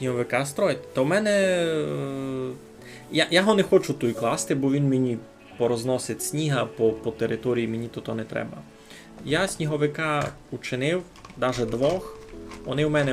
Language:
Rusyn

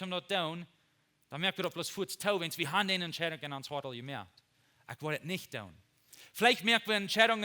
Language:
Plautdietsch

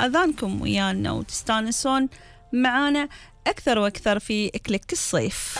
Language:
Gulf Arabic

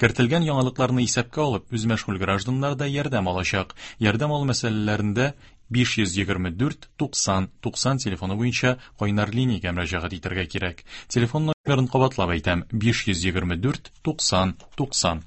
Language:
Tatar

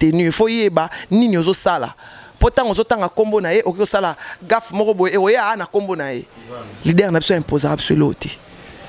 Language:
Lingala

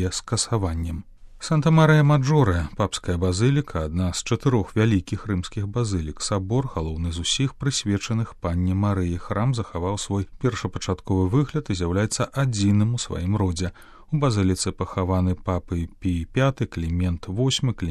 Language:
Belarusian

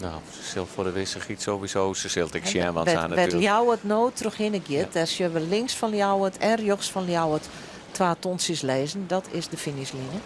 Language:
Western Frisian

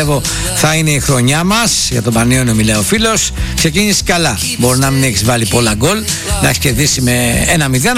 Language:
Greek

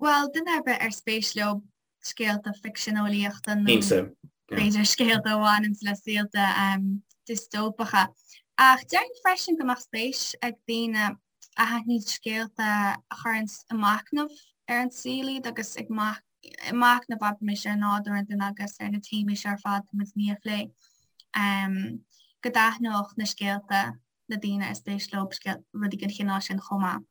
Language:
Irish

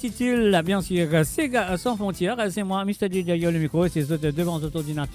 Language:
Morisyen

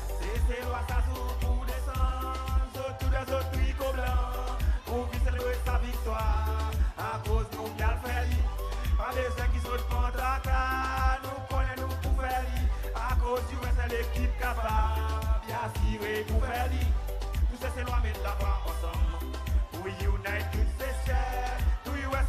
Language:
Seselwa Creole French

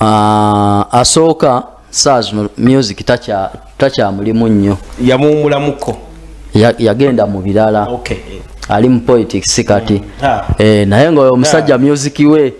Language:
Ganda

